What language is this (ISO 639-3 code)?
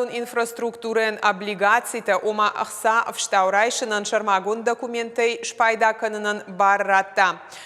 oss